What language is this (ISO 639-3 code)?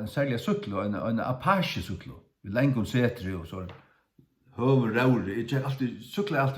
fao